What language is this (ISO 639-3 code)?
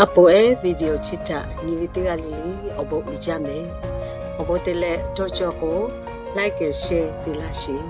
lhu